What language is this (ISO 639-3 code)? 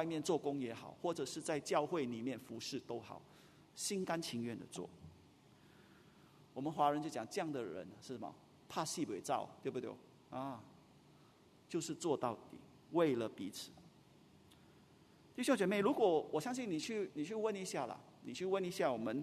zho